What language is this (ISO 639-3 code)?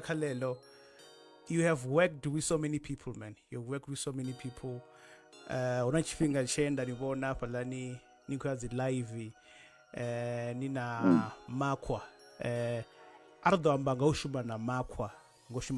ven